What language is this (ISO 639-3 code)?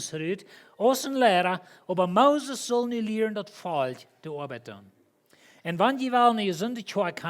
pdt